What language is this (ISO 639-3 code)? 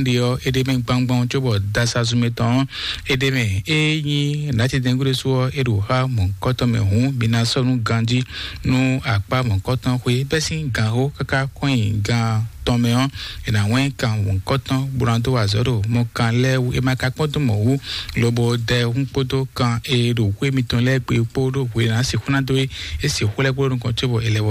fon